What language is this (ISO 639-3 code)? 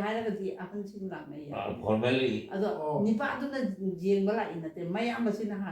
mni